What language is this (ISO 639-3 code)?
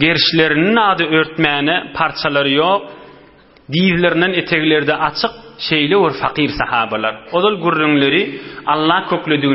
tuk